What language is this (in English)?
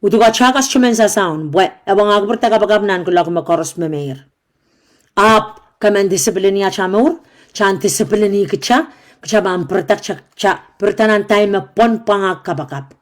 Pohnpeian